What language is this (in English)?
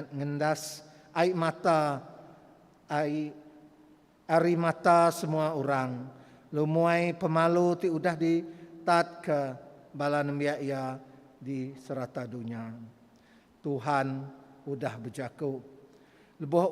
Iban